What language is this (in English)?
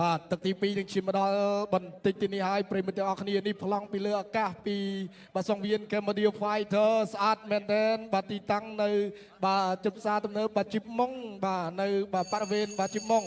Khmer